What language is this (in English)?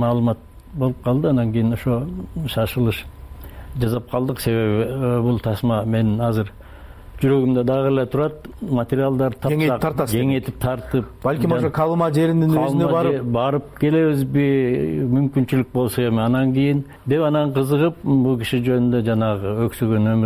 Kyrgyz